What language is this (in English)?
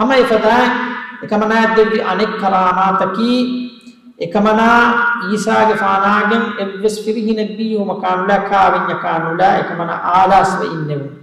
Divehi